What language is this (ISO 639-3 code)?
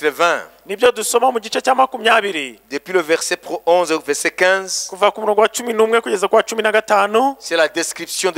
kin